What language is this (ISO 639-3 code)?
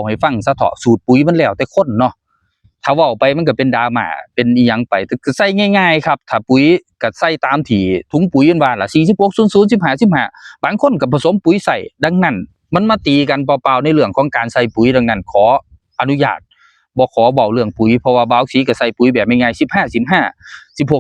tts